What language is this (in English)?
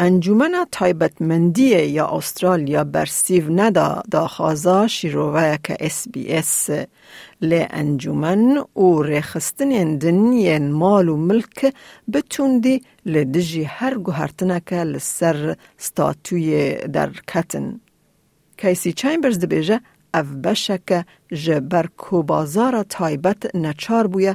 Kurdish